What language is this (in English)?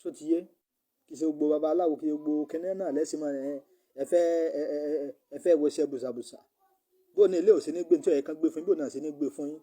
Yoruba